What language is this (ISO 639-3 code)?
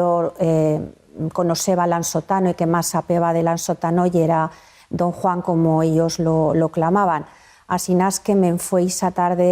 arg